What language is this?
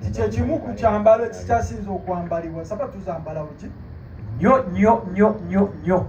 Ganda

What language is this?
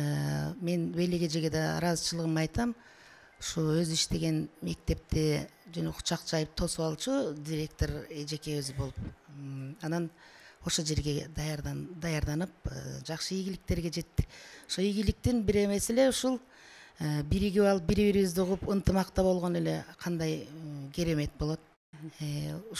Kyrgyz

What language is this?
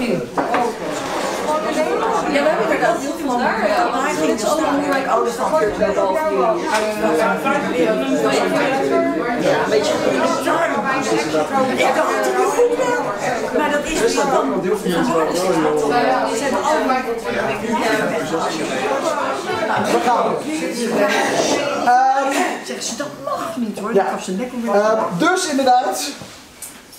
Dutch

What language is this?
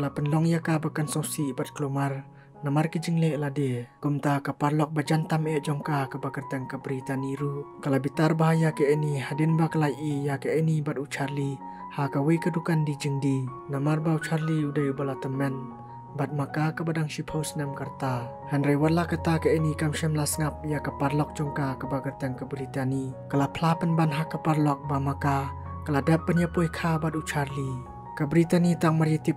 Khasi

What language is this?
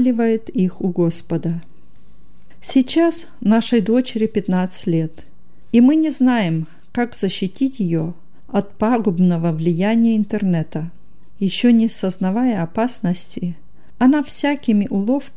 Russian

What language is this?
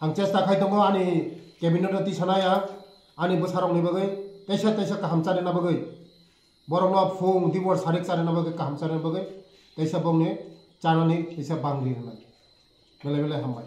Kok Borok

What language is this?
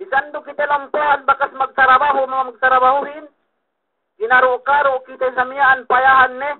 Yakan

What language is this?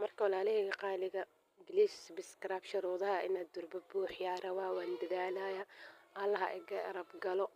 Somali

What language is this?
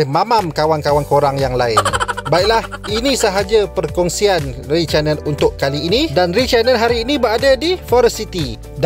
Malay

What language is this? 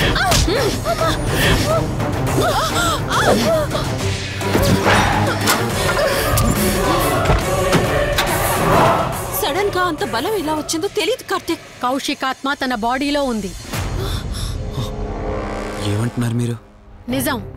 Telugu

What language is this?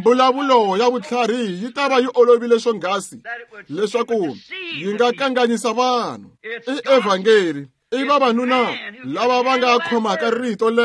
Tsonga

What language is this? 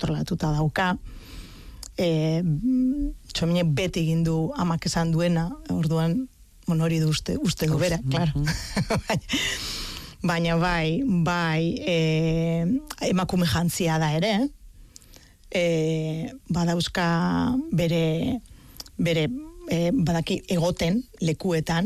Basque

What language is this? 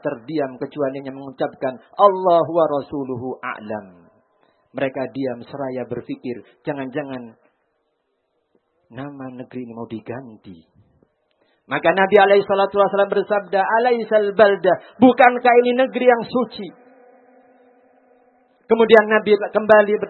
Indonesian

